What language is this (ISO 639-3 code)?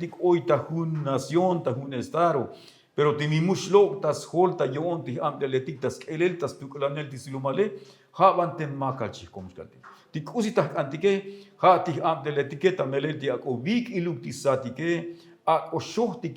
tzo